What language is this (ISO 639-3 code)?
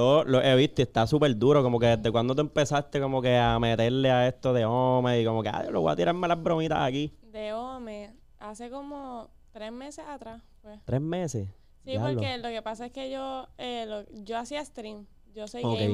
spa